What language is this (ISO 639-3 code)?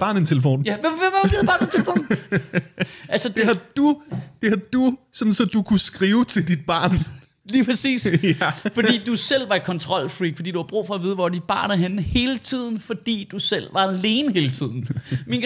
dan